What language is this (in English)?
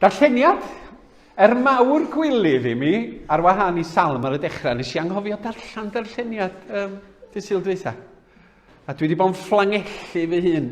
Welsh